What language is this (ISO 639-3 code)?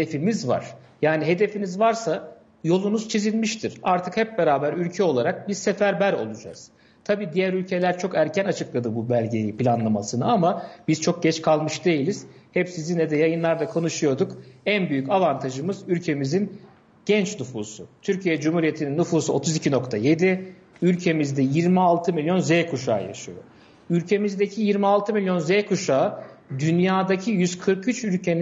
tur